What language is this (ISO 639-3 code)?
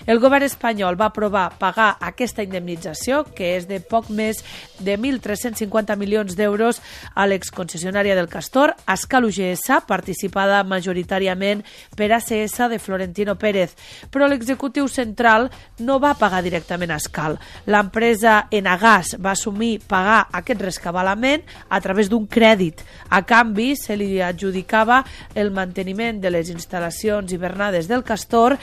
cat